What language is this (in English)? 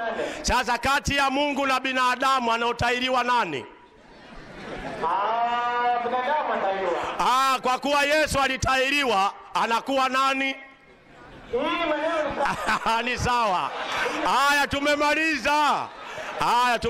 Swahili